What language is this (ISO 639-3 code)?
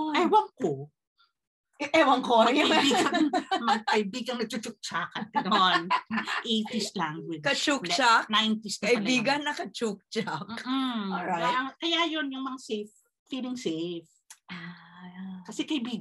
fil